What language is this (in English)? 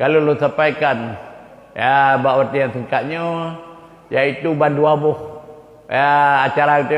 Achinese